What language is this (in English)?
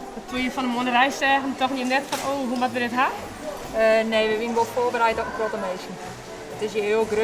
Western Frisian